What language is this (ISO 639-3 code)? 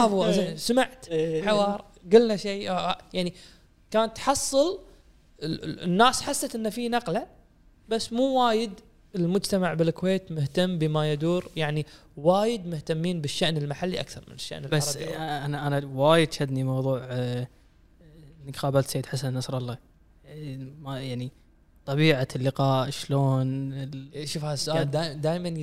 afb